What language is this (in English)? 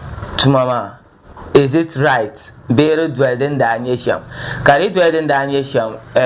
Dagbani